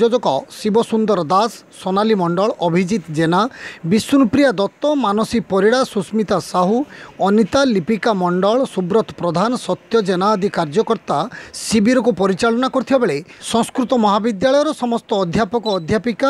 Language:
Odia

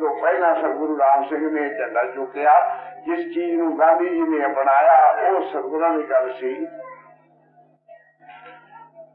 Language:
Punjabi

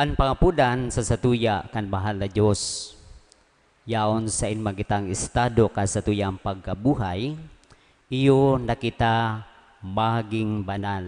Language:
Bikol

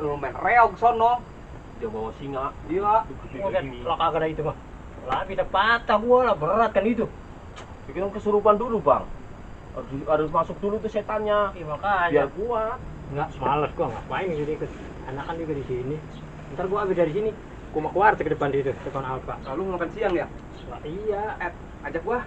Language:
Betawi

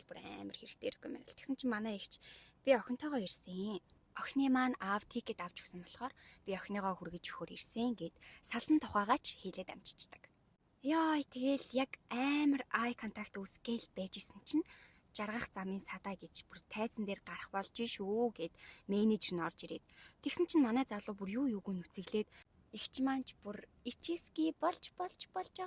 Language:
Mongolian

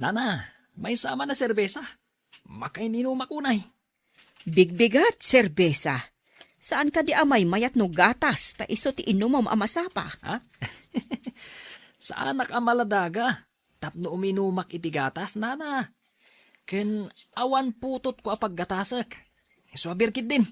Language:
Iloko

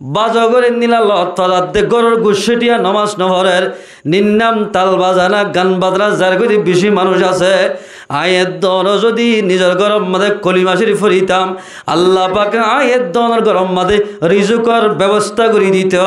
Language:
Rohingya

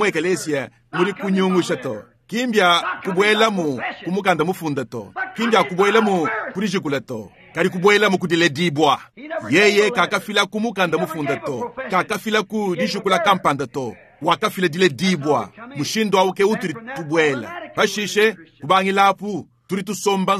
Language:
Luba-Lulua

